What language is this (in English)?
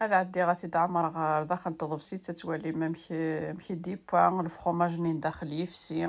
Kabyle